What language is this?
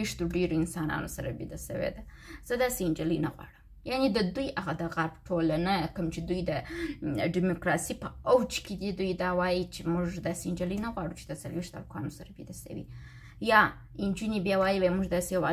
Pashto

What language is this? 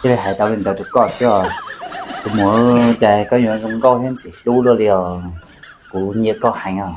Hmong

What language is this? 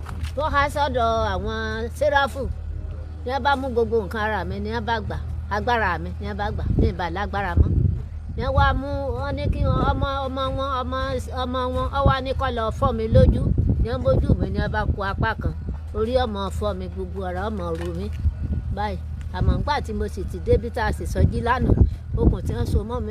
Yoruba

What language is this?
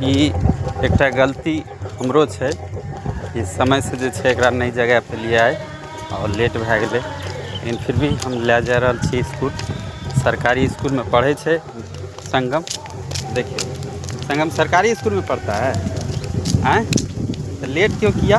Maithili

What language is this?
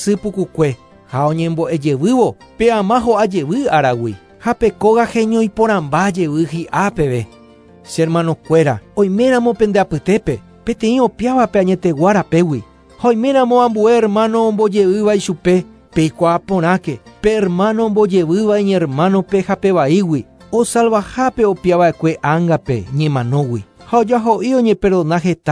Guarani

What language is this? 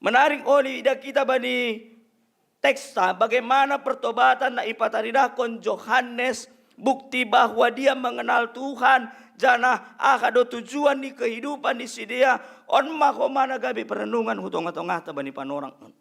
Batak Simalungun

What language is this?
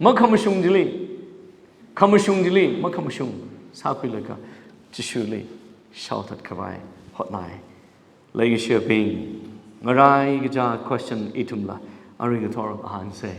Tangkhul Naga (India)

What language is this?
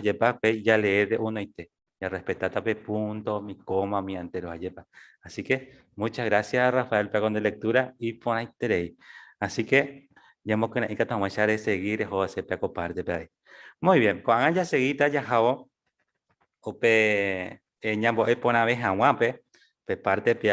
Guarani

